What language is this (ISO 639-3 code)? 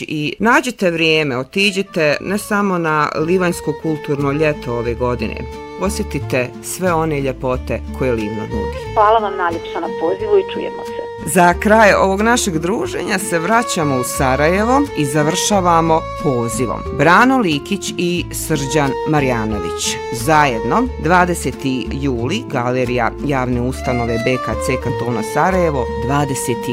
bos